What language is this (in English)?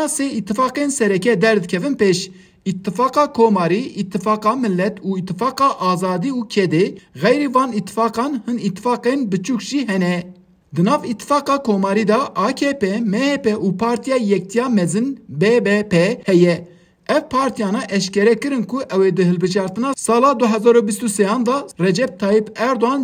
Kurdish